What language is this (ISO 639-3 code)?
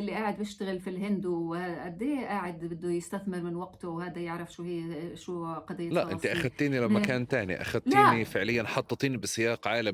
apc